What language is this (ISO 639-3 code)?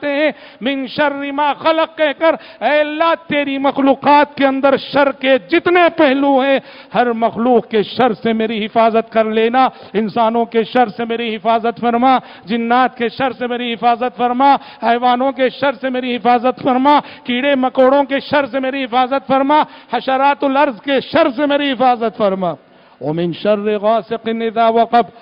urd